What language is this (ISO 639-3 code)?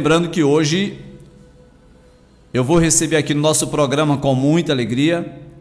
por